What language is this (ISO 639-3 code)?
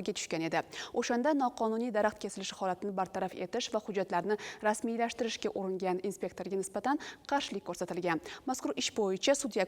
uzb